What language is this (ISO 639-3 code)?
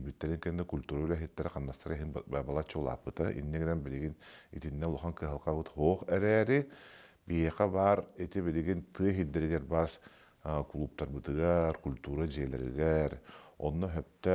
sah